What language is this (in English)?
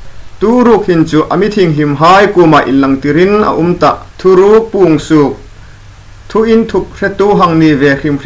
Hmar